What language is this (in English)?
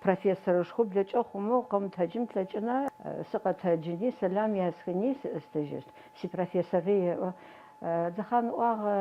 Adyghe